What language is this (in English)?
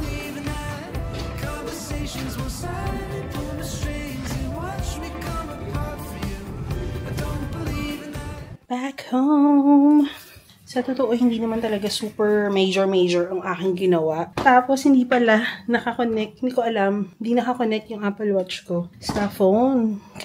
Filipino